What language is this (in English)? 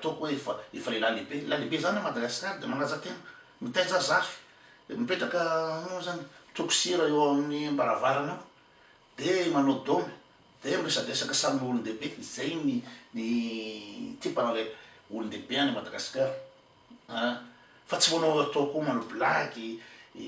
Malagasy